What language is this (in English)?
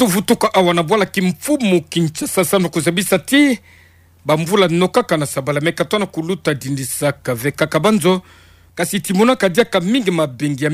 Kituba (Democratic Republic of Congo)